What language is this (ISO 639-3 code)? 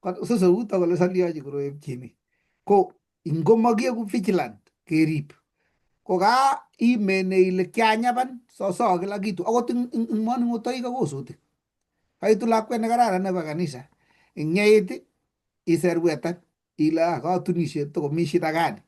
kln